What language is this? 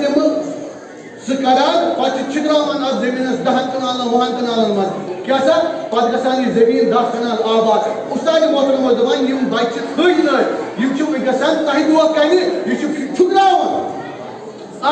Kashmiri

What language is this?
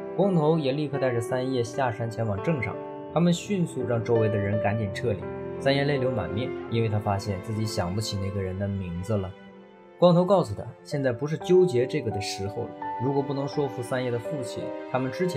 Chinese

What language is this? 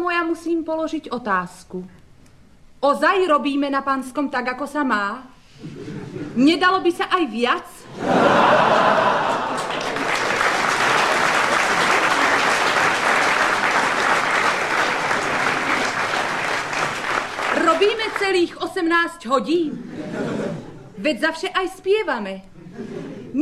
Slovak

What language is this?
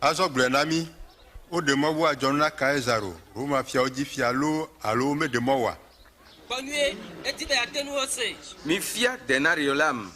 Ewe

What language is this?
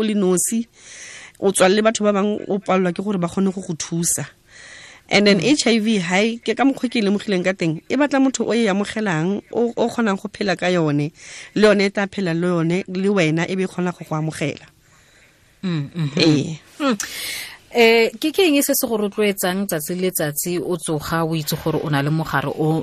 Tswana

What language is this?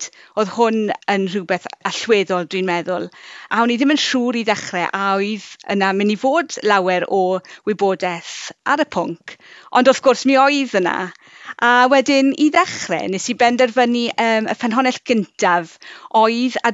Welsh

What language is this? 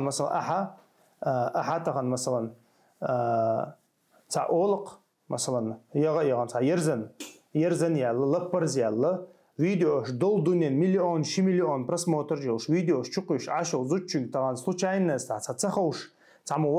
Chechen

